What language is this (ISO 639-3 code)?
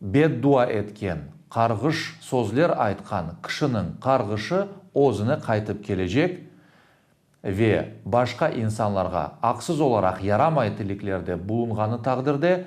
crh